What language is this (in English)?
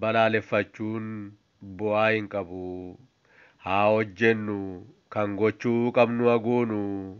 Oromo